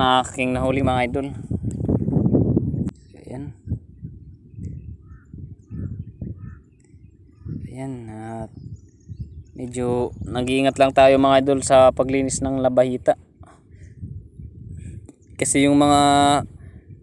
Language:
Filipino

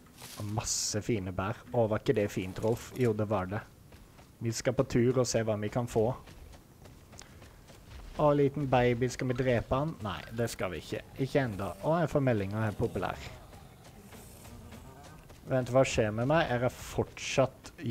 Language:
Norwegian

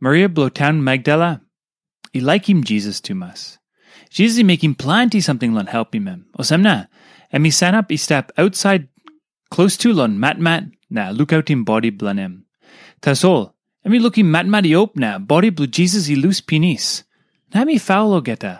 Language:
Tok Pisin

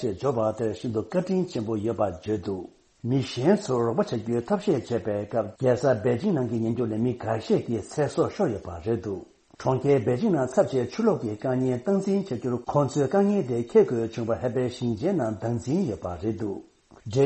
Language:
Tibetan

